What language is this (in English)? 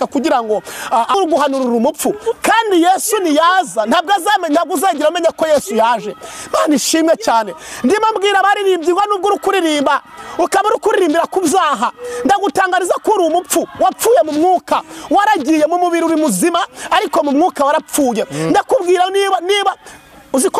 Kinyarwanda